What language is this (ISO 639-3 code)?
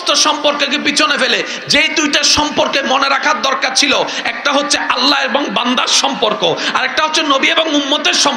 ben